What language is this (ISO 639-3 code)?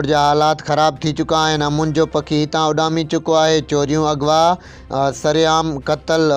snd